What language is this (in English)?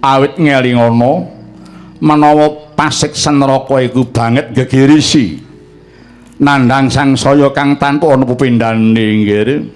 Javanese